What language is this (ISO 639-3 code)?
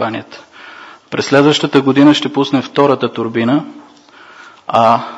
bul